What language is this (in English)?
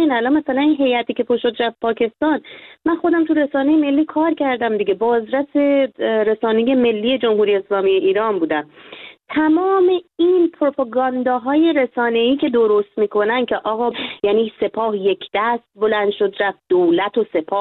Persian